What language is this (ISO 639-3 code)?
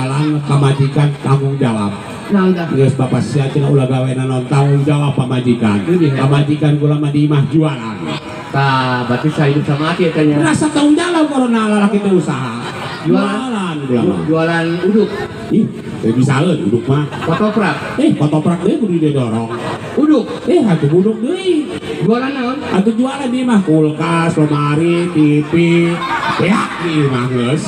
sun